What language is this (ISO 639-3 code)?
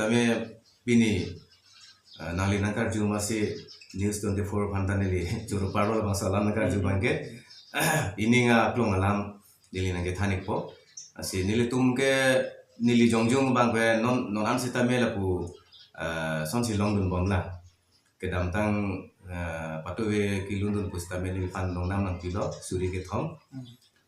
mjw